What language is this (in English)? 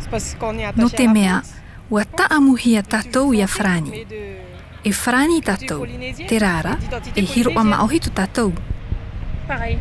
Tahitian